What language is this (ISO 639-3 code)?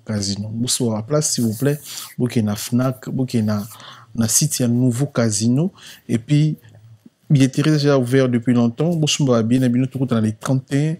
lin